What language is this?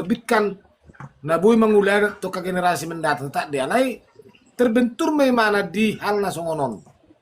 Batak Toba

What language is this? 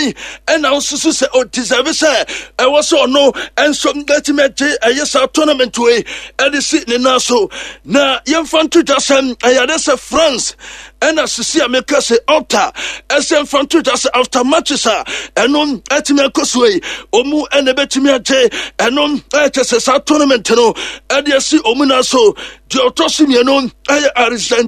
Akan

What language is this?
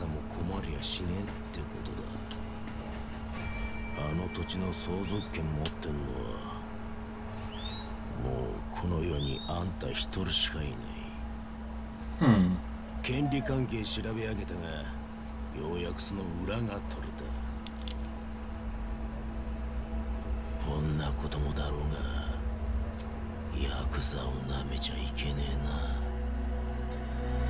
Japanese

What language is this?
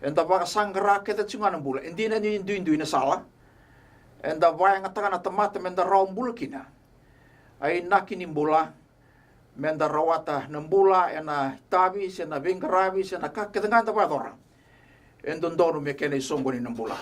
Fijian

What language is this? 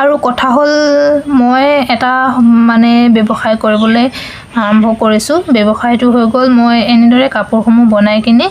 Assamese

